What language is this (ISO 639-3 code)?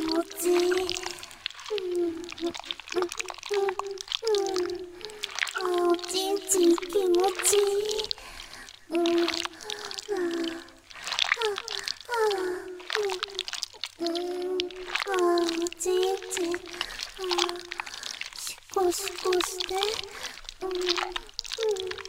jpn